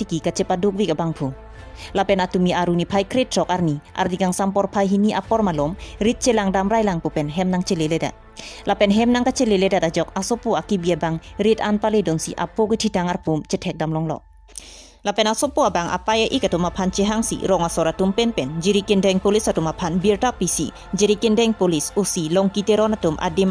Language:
Karbi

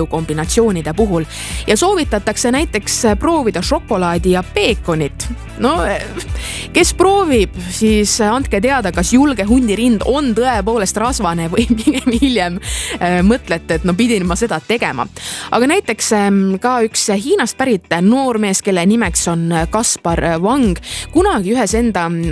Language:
Estonian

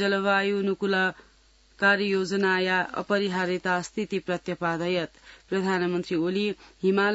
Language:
Sanskrit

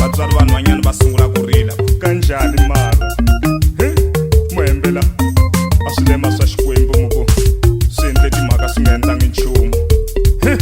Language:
Tsonga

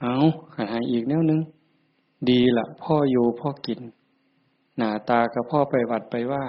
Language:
Northeastern Thai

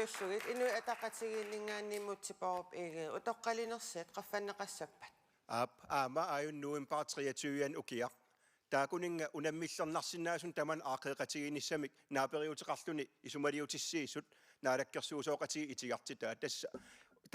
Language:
Kalaallisut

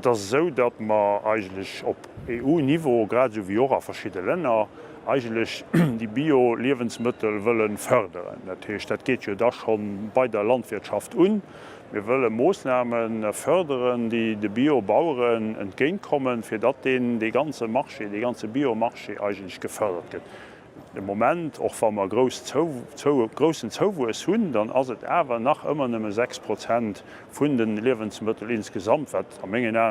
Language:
Luxembourgish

